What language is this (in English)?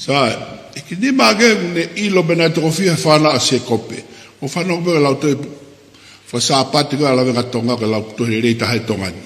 Tongan